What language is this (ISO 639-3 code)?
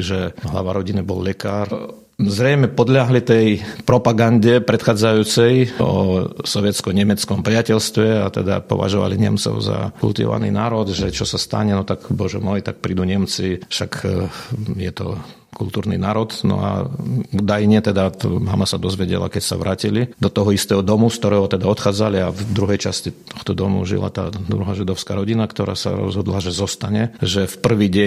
slk